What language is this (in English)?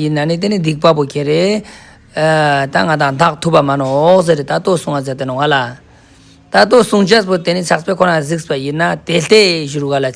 Ladakhi